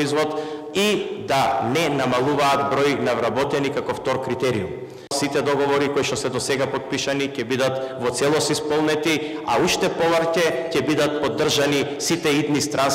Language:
Macedonian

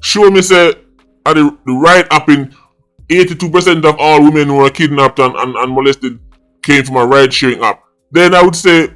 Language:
Jamaican Creole English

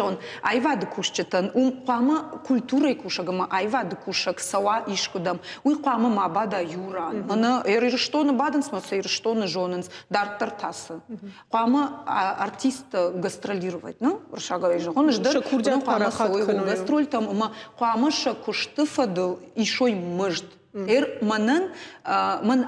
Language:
Ossetic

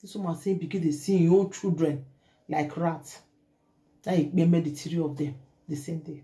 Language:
Nigerian Pidgin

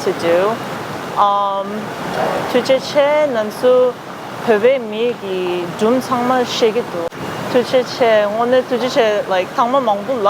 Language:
Tibetan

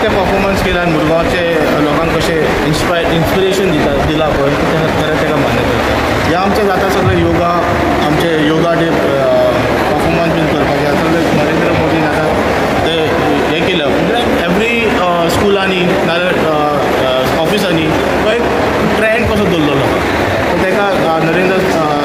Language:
Konkani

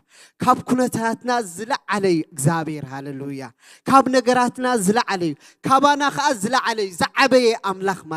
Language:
Tigrinya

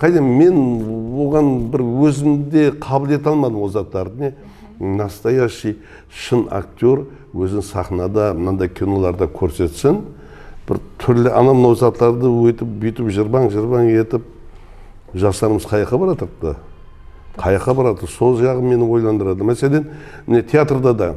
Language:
Kara-Kalpak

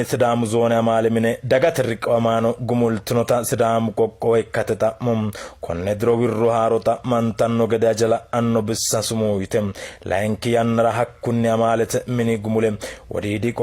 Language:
Sidamo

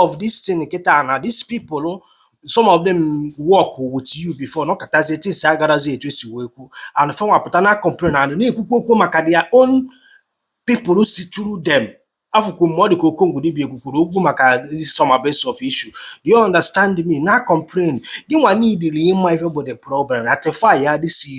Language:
Igbo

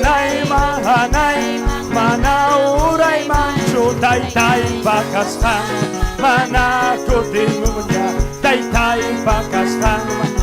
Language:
Ayacucho Quechua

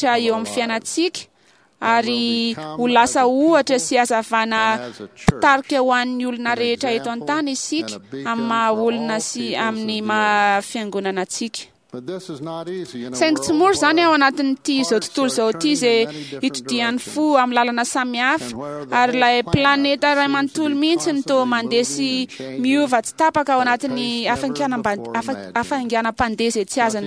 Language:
Malagasy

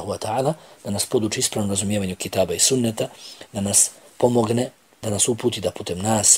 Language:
Bosnian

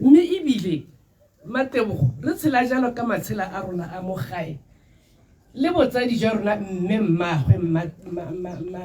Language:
Tswana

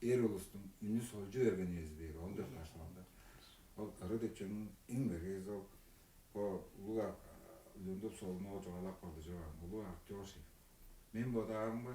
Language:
Tuvinian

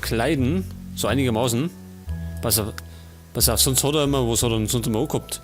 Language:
Bavarian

